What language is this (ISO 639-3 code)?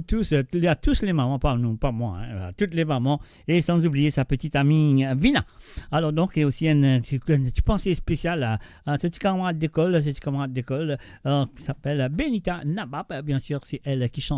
mfe